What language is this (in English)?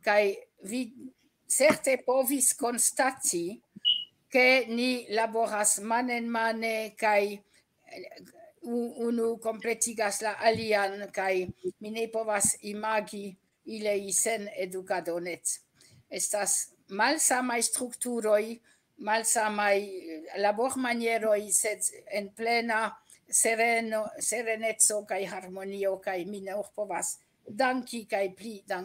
Esperanto